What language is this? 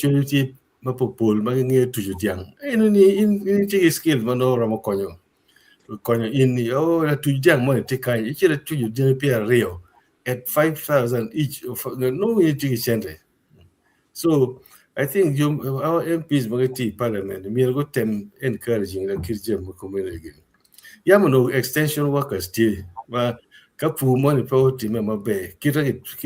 Acoli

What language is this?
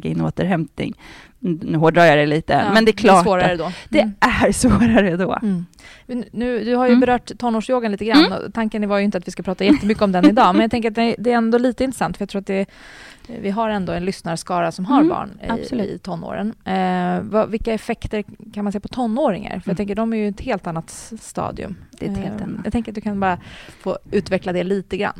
Swedish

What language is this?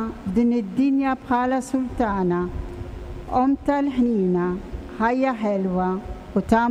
Maltese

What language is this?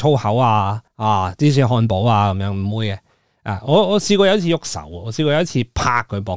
Cantonese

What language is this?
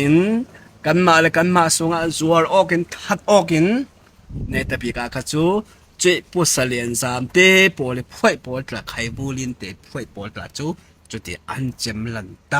Falam Chin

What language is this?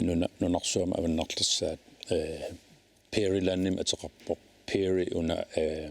Kalaallisut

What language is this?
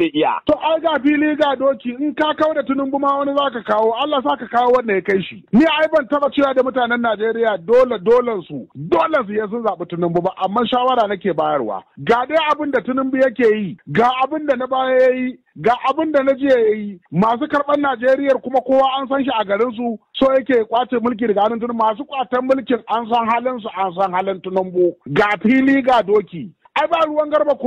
Hausa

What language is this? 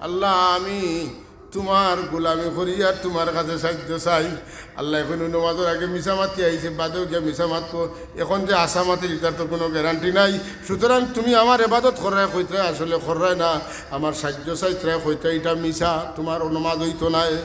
Sylheti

